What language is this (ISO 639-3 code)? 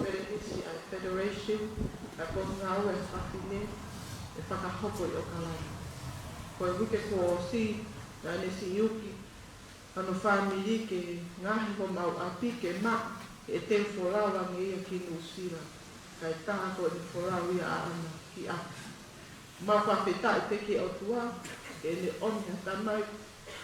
ton